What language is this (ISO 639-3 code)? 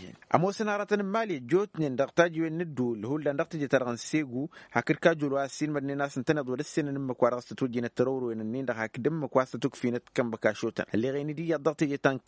taq